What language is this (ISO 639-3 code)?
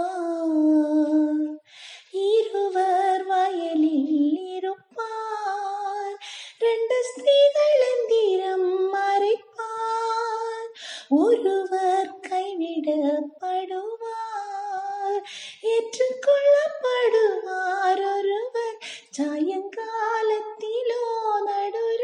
tam